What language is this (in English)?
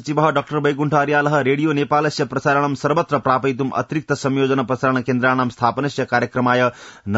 Sanskrit